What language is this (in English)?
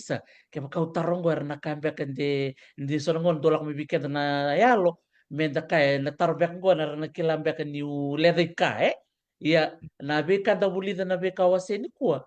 Fijian